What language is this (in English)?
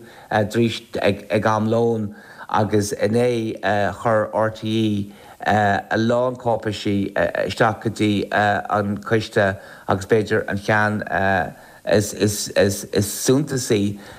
Irish